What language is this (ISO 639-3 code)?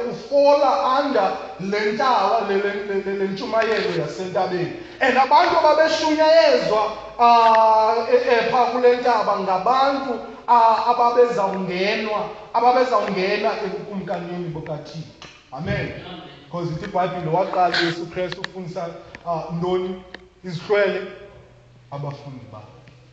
xho